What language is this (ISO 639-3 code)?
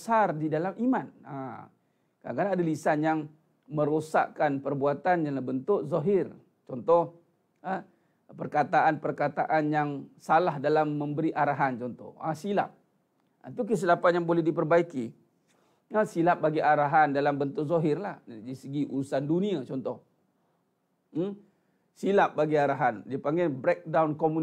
msa